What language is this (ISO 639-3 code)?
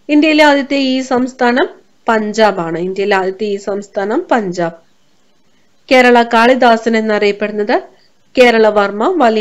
mal